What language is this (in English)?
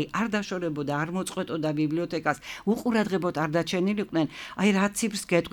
Georgian